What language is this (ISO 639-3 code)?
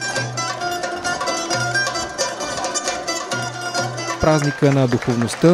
bul